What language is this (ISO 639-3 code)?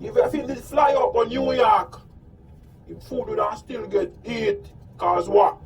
jam